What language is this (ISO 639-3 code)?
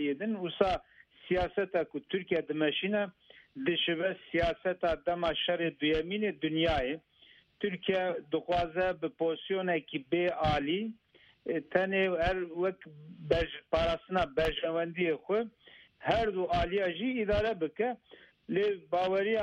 kur